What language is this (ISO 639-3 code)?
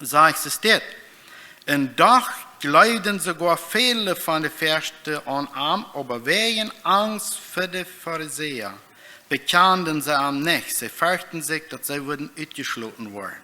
pdt